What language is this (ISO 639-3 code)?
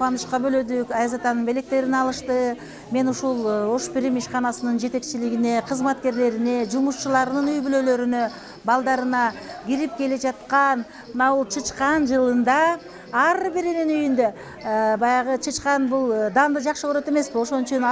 kir